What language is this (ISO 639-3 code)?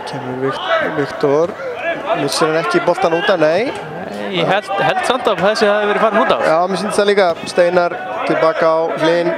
isl